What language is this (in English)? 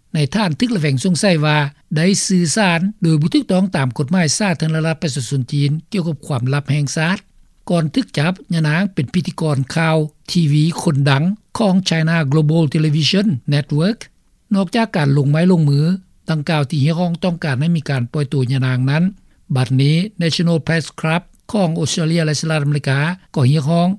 Lao